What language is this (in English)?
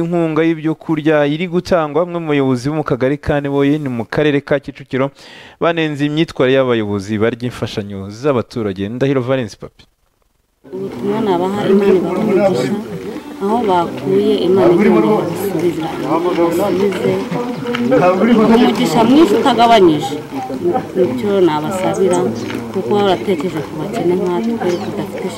Kinyarwanda